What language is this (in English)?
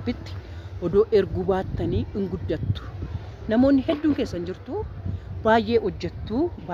Oromo